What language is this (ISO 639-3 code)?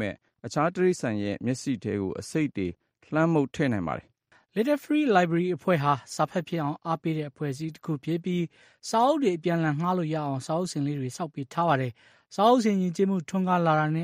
mya